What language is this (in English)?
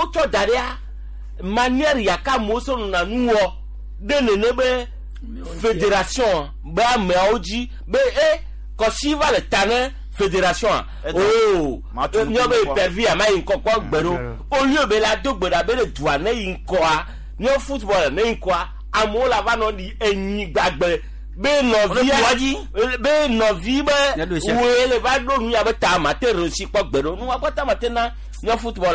Gen